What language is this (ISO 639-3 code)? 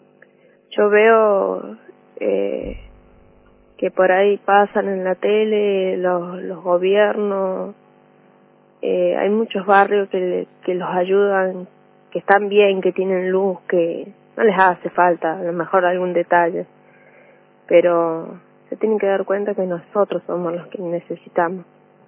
spa